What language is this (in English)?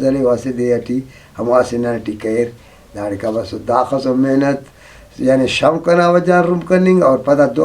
Brahui